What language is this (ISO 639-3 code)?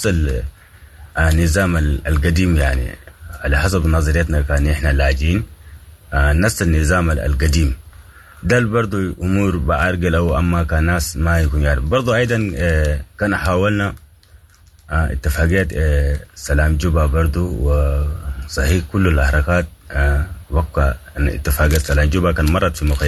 apd